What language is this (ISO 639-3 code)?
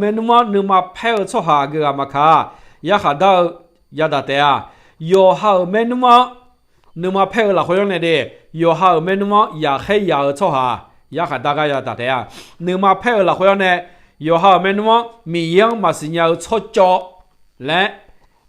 ahk